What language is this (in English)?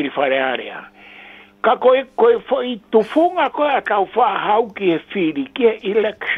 Tongan